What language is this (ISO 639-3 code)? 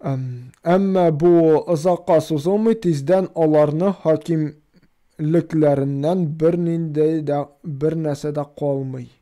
tat